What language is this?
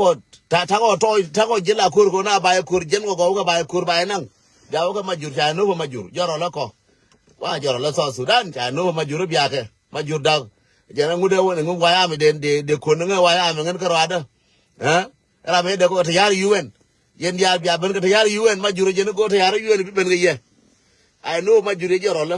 Nuer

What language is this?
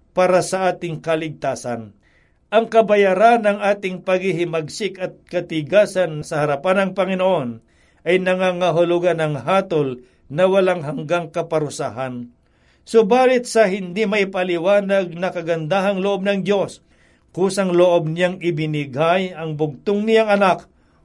Filipino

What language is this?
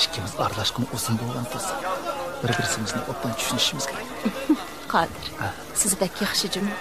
Uyghur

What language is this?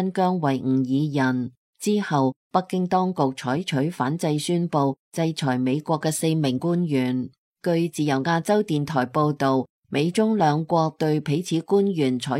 Cantonese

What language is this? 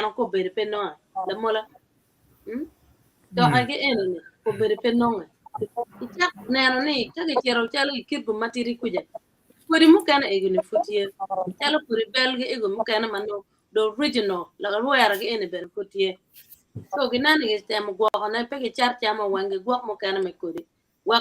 Acoli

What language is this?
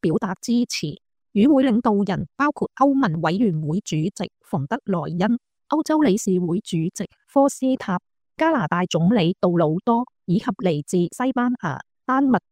Cantonese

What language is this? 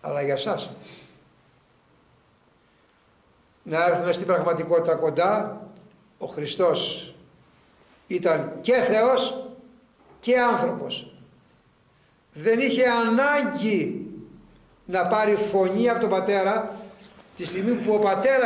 Greek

